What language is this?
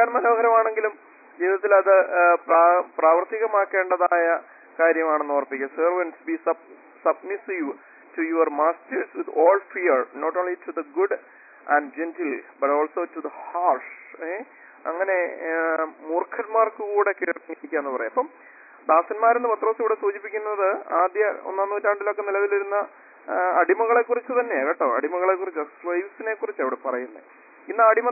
Malayalam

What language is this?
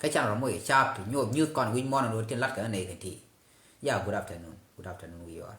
Nuer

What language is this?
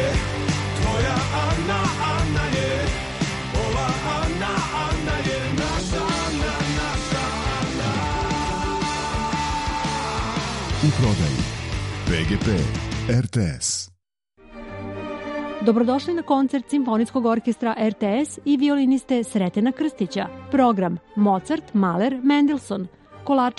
Serbian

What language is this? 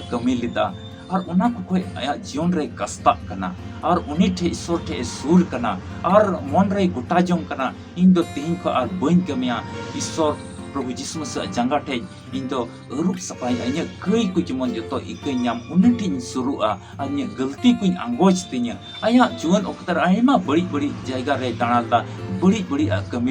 Santali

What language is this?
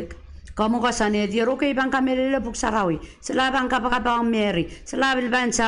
Pohnpeian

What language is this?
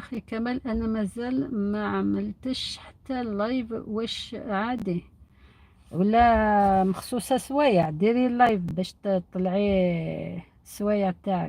Algerian Arabic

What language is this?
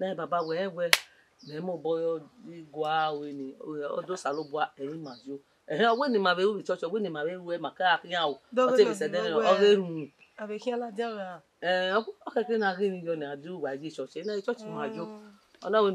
Bini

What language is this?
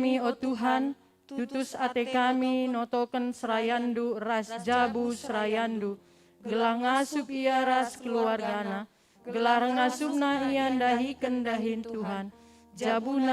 Batak Karo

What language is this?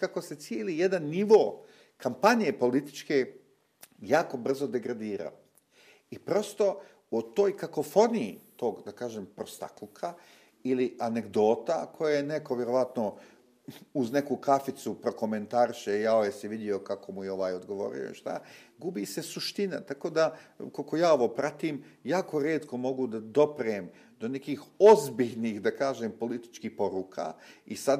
Bosnian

